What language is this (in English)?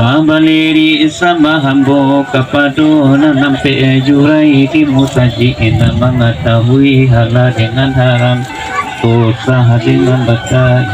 Minangkabau